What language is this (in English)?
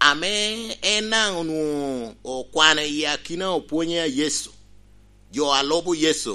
Lango (Uganda)